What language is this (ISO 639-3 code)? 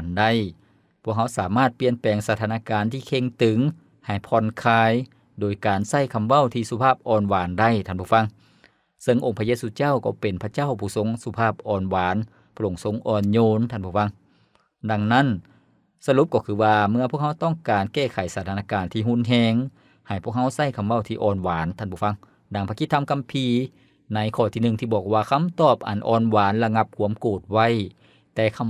lao